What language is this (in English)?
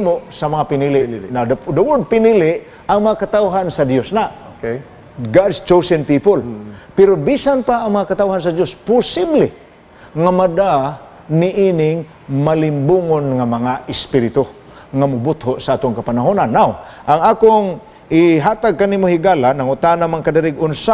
Cebuano